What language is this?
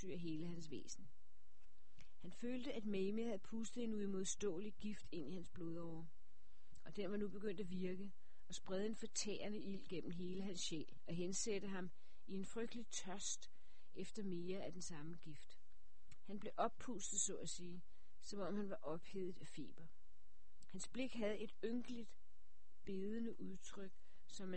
Danish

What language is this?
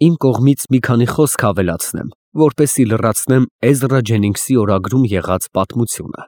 Armenian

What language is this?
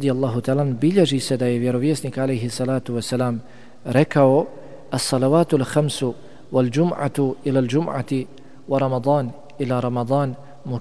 Bosnian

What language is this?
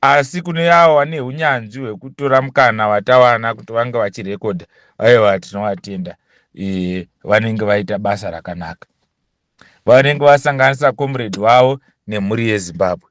Shona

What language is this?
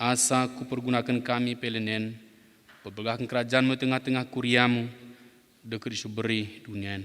Batak Dairi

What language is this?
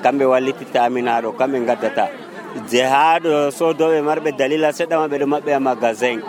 Nigerian Fulfulde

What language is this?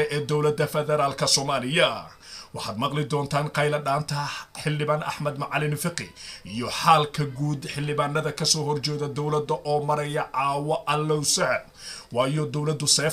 Somali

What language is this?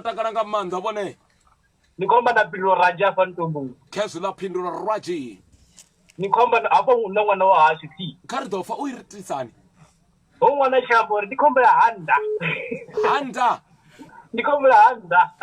Venda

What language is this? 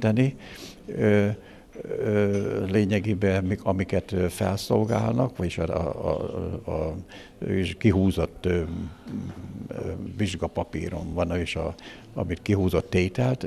Hungarian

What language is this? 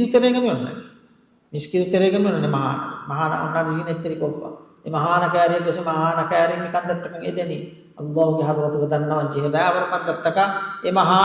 Divehi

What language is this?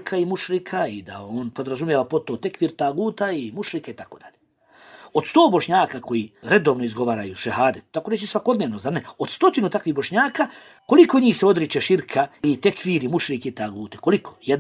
Bosnian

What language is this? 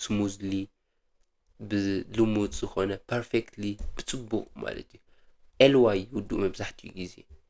Tigrinya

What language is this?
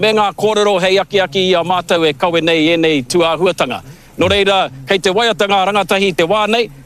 Māori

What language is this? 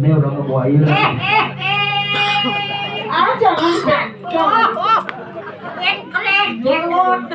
Balinese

